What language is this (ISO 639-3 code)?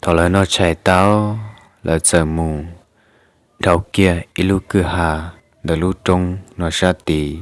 hmn